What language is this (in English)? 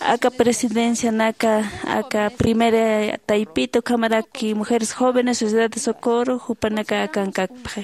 Aymara